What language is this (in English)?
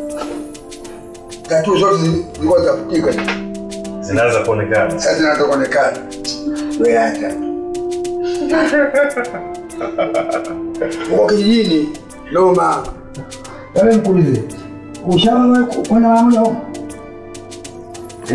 Swahili